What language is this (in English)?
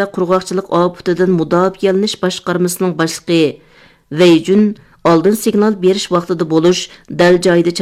Uyghur